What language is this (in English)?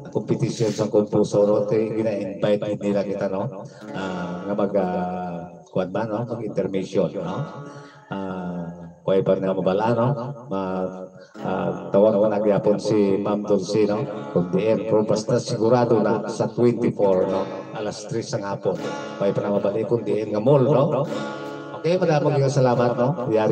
Hiligaynon